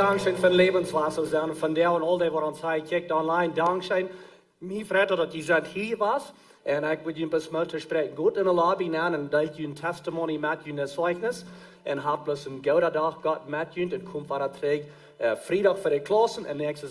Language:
Plautdietsch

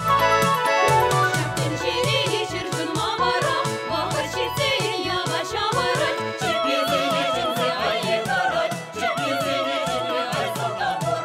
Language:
Chuvash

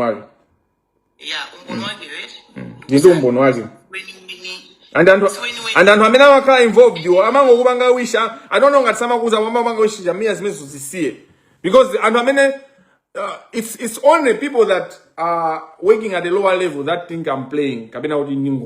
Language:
Nyanja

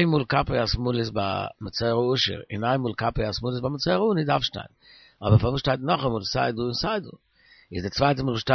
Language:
Yiddish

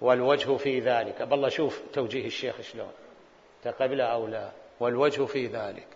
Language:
Mesopotamian Arabic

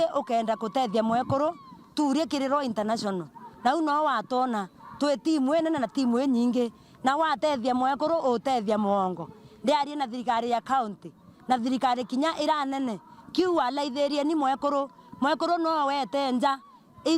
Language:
Meru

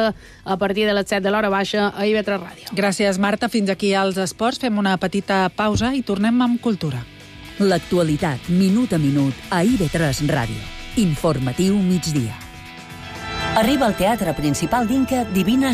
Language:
Catalan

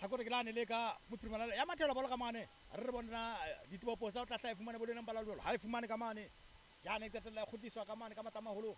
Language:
Southern Sotho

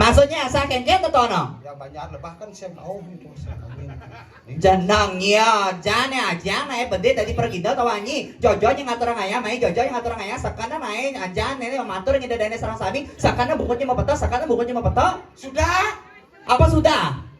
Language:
Balinese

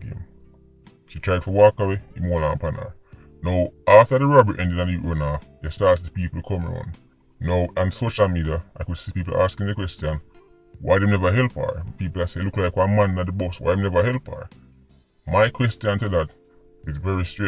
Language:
Jamaican Creole English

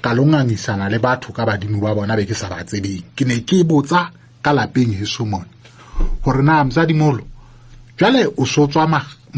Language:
Southern Sotho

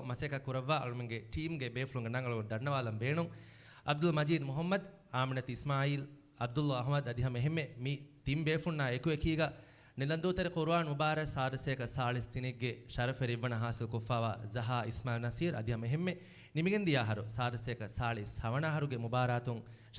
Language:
Divehi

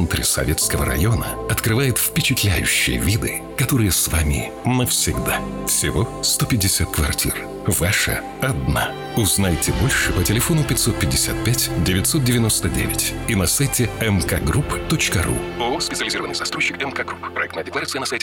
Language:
Russian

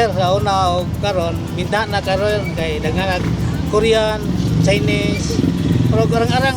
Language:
Cebuano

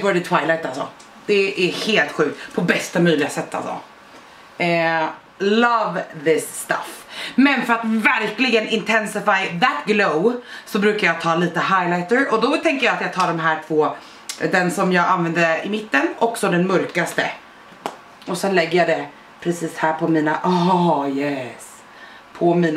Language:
Swedish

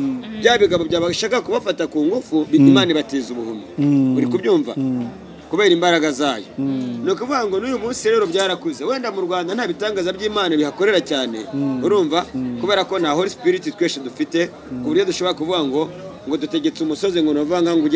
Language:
Kinyarwanda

